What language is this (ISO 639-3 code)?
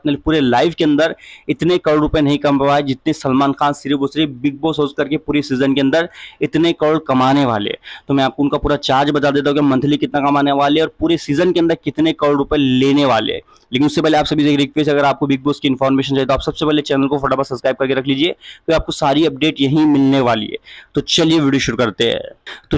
hin